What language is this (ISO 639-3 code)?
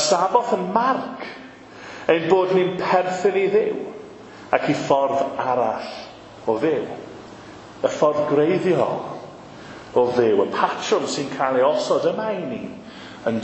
cym